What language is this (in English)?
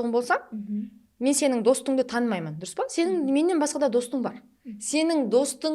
Kara-Kalpak